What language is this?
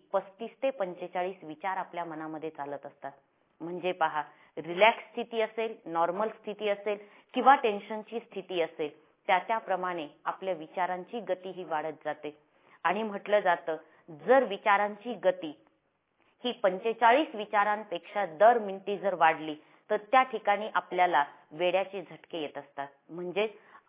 Marathi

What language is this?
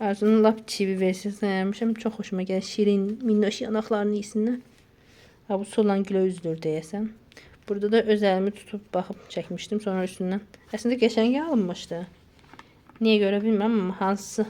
Azerbaijani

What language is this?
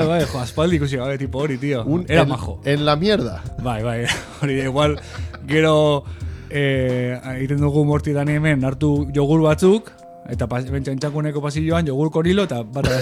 Basque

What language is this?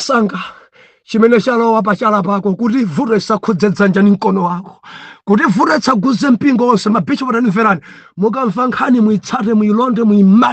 Nyanja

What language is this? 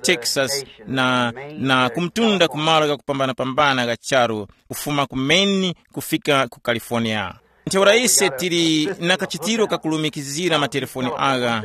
Tumbuka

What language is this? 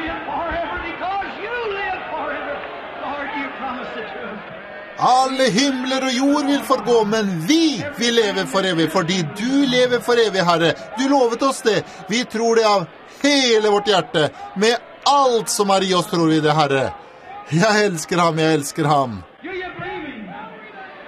Norwegian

